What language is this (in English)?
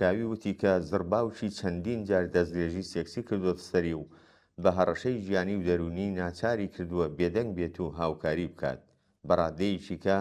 Central Kurdish